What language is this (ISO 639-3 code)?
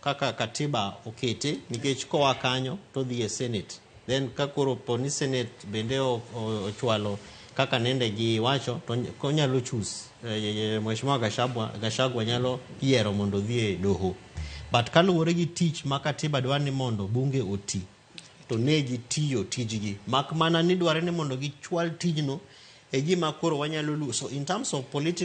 luo